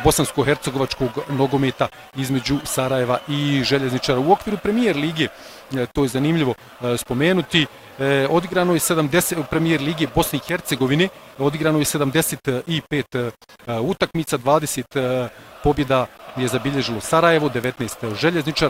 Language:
Bosnian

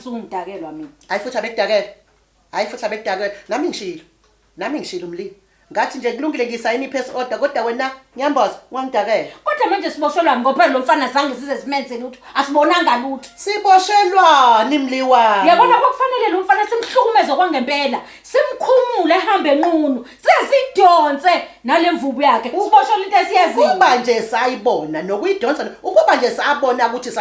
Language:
Zulu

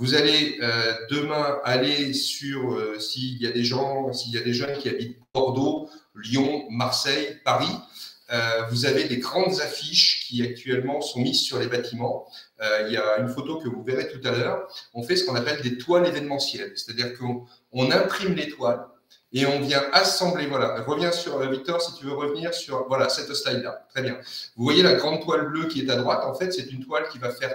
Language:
French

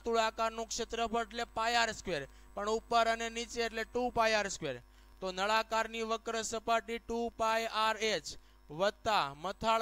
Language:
Gujarati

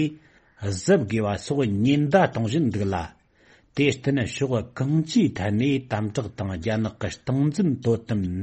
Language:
Tibetan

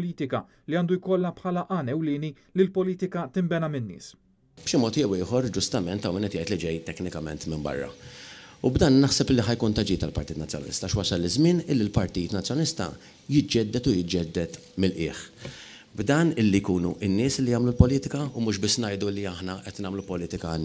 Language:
Maltese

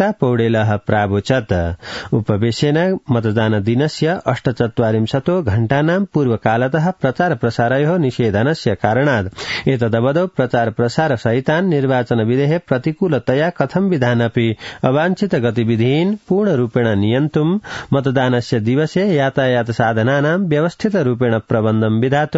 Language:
Sanskrit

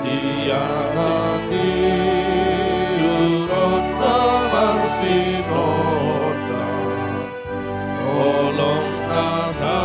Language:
Batak Toba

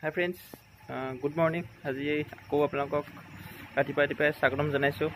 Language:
Assamese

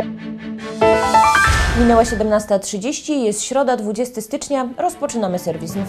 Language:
Polish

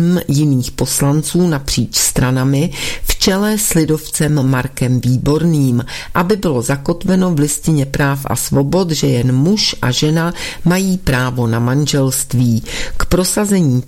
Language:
Czech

